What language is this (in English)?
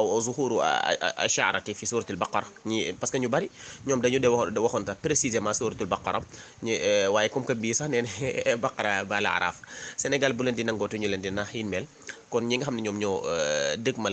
Wolof